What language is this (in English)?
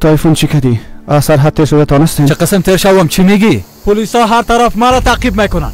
Persian